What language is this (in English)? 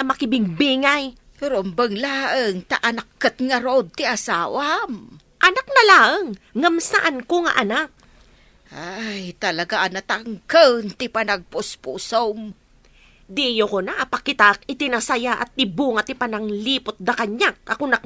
Iloko